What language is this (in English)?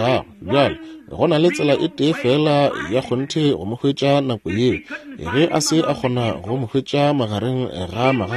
Northern Sotho